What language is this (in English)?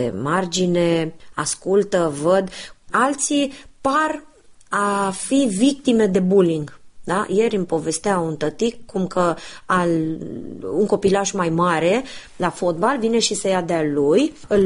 Romanian